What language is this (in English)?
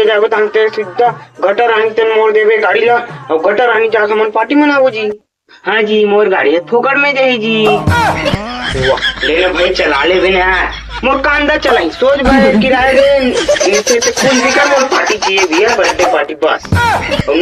Chhattisgarhi